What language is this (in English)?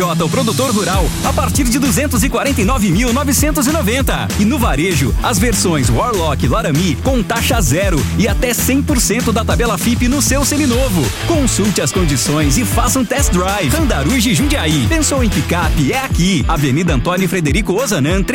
Portuguese